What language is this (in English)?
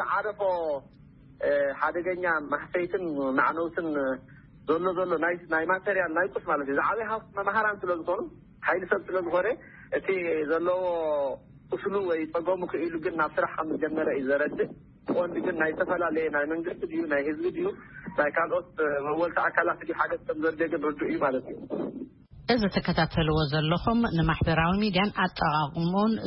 Tigrinya